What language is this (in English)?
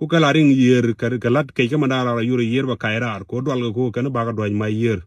Nuer